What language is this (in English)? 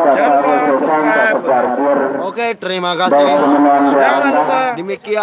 Sasak